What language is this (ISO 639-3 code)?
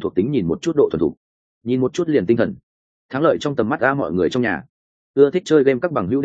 vie